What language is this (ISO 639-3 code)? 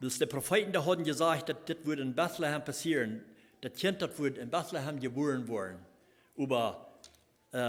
pdt